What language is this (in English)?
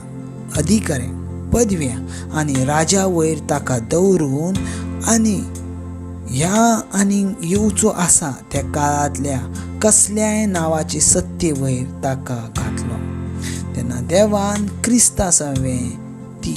Konkani